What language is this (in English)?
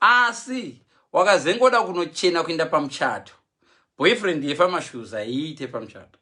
Shona